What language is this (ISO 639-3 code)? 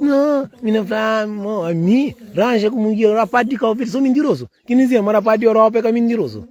kea